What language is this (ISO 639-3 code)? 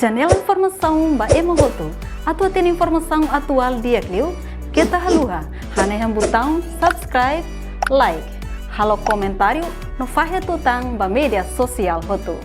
tet